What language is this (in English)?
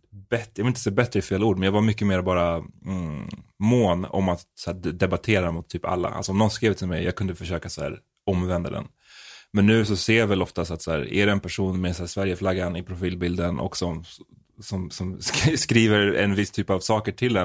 Swedish